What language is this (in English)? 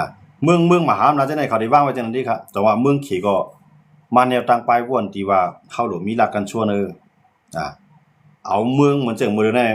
Shan